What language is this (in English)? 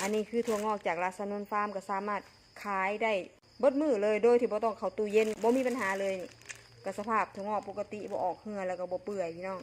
Lao